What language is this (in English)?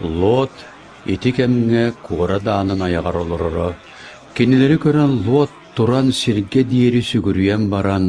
Yakut